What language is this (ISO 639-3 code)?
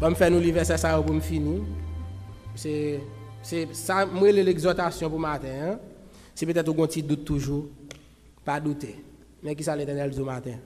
hat